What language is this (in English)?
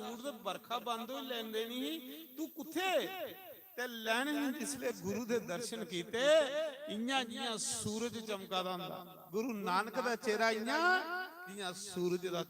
Dogri